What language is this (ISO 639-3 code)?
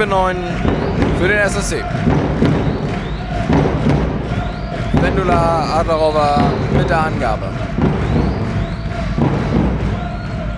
deu